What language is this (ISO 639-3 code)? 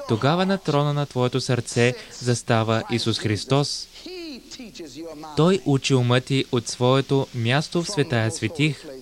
bul